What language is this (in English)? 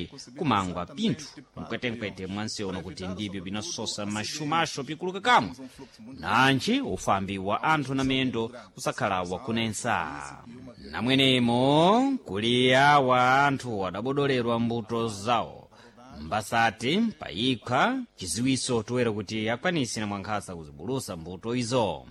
Sena